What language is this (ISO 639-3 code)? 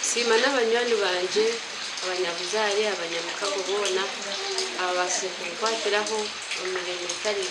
nyn